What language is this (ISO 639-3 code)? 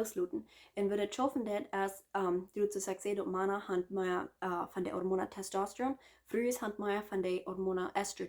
pdt